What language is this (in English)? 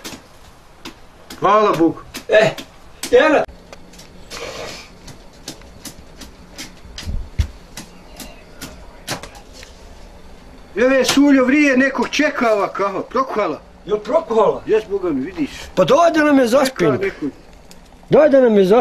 Bosnian